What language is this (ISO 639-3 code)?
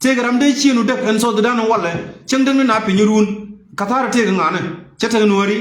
nus